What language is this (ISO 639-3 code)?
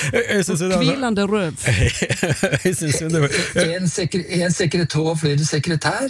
nor